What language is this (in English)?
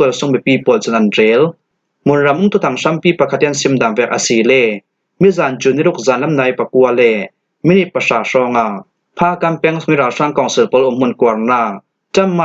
Falam Chin